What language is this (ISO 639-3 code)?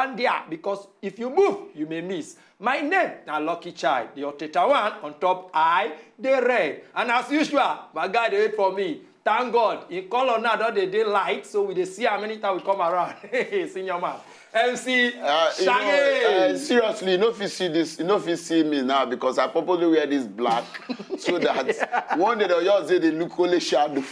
pcm